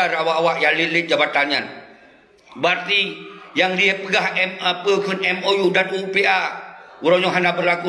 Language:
Achinese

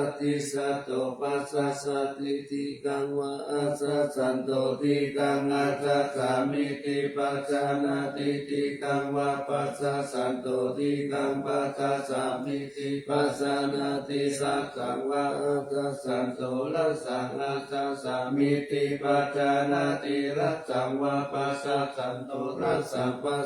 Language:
Pali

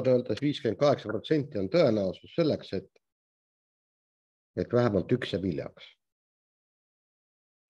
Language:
Estonian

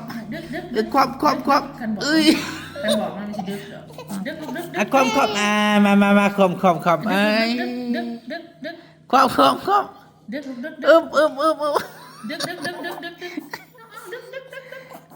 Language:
Northeastern Thai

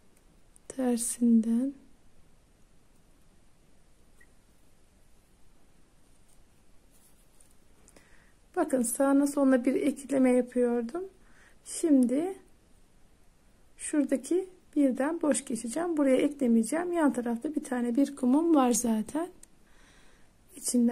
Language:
Turkish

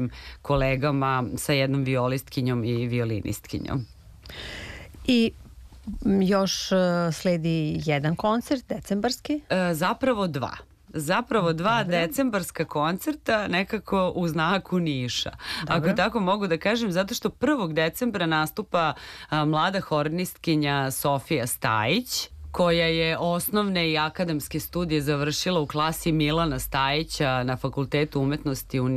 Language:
Serbian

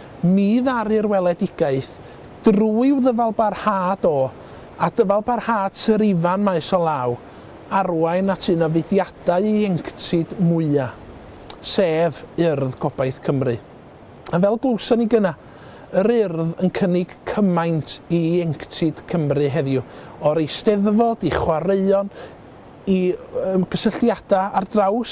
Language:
Welsh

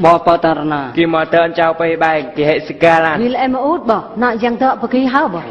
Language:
Eastern Bru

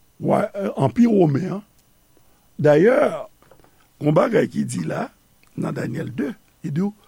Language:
Haitian Creole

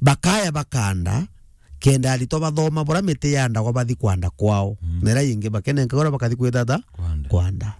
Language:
Meru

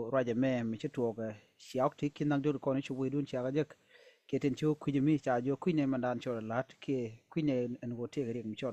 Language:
Nuer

